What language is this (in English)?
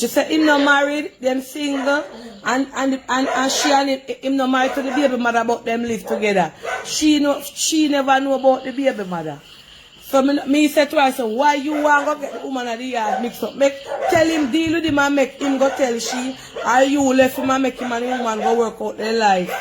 Jamaican Creole English